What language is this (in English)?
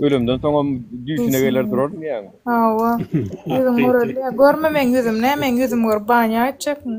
Turkmen